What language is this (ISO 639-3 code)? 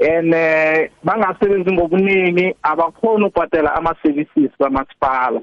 nbl